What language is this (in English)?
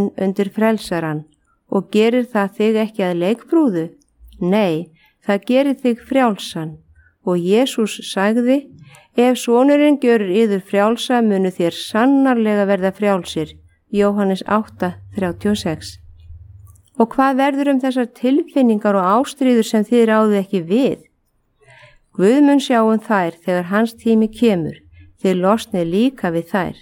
Icelandic